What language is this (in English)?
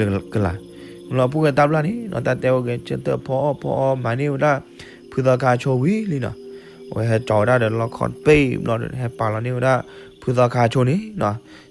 S'gaw Karen